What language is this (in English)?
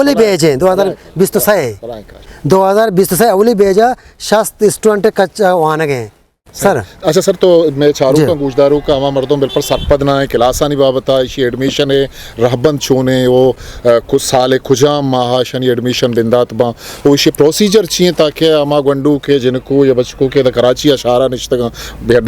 Eastern Balochi